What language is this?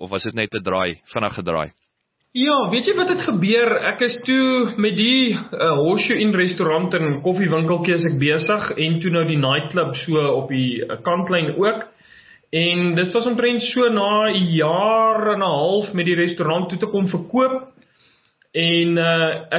Afrikaans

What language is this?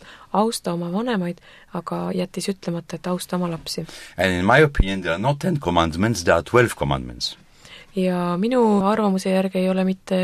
Estonian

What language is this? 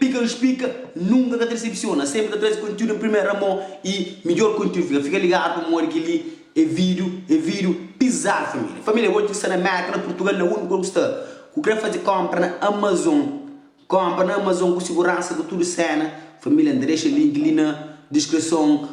Kabuverdianu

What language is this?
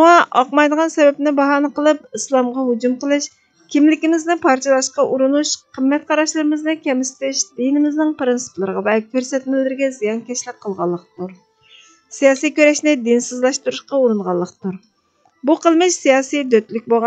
Uyghur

